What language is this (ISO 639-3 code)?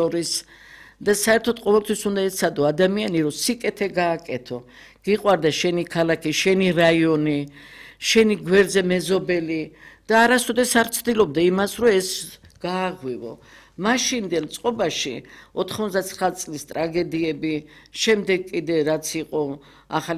kat